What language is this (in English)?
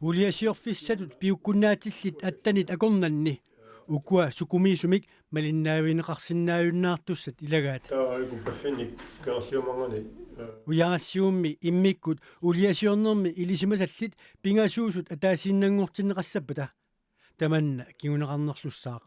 Kalaallisut